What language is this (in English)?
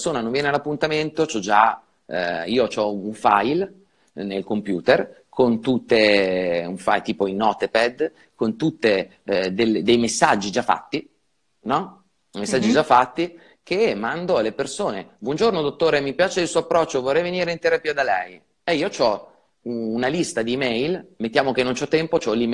Italian